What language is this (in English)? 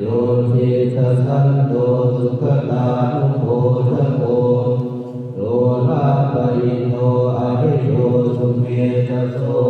Pali